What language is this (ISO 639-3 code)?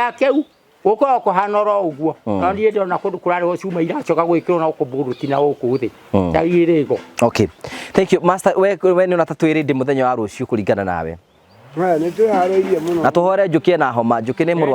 kik